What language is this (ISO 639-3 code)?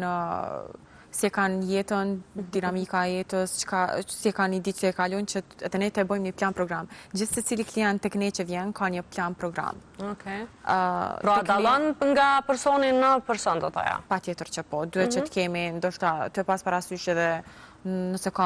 sqi